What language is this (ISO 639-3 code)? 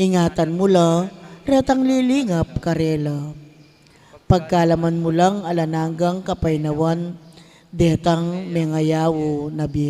pam